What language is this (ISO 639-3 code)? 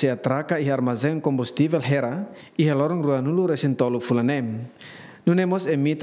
tet